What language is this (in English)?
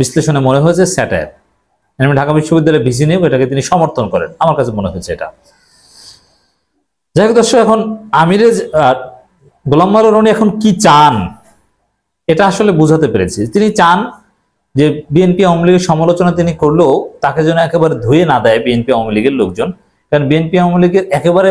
Bangla